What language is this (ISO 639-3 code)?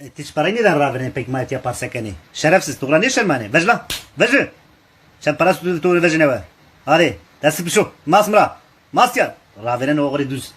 zza